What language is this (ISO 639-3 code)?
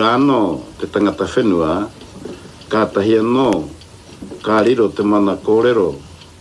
mri